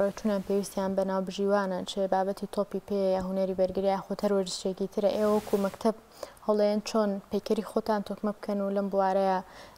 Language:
Central Kurdish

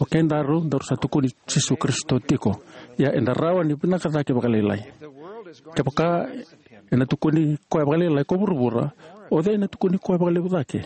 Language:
Fijian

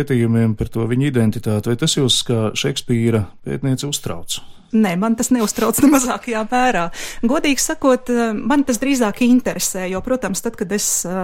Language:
Latvian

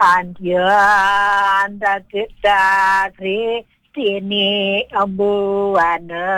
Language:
Balinese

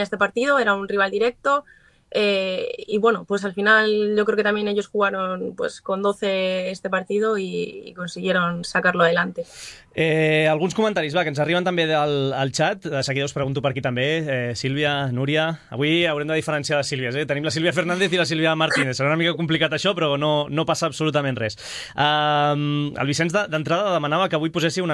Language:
Catalan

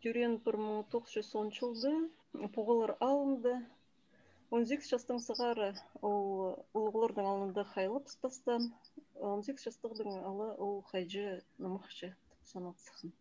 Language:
Khakas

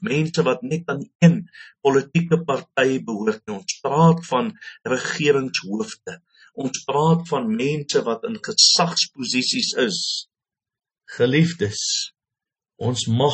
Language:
Afrikaans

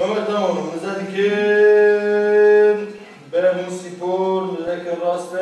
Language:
Kurdish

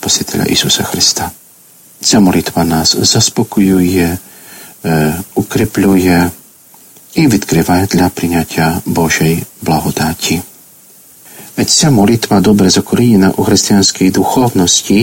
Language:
Ukrainian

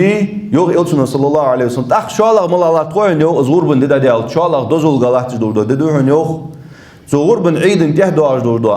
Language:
Ingush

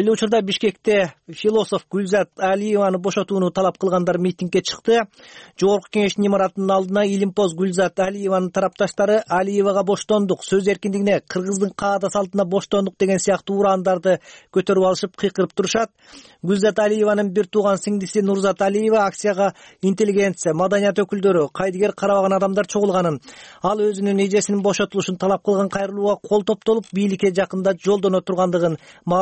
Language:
Kyrgyz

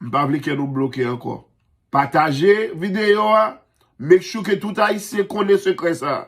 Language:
Haitian Creole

